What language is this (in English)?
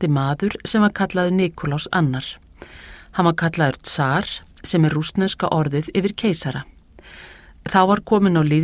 Icelandic